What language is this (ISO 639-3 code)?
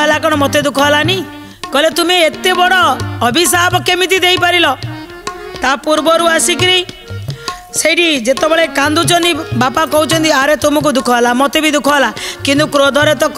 ori